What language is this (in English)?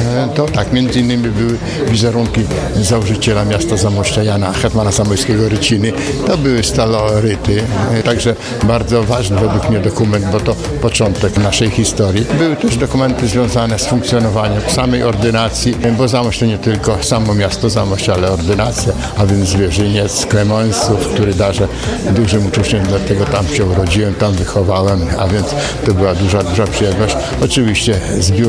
Polish